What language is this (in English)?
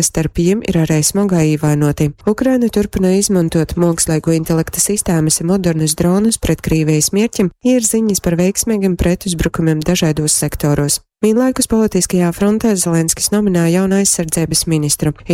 Latgalian